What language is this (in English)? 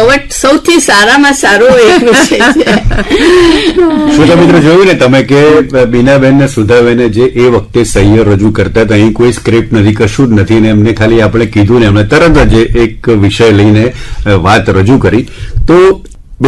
Gujarati